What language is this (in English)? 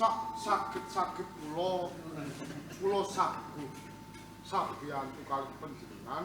Javanese